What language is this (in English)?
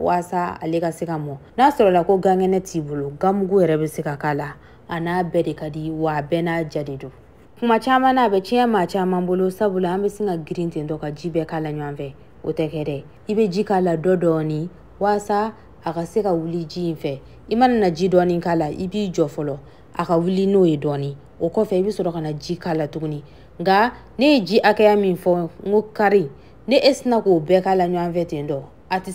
Bambara